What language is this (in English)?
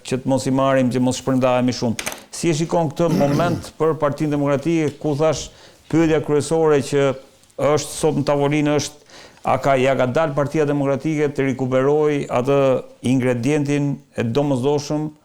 Albanian